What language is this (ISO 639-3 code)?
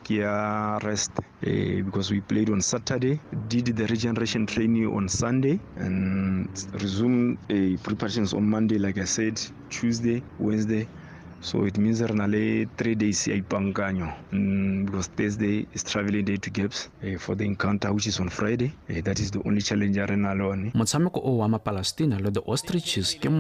tsn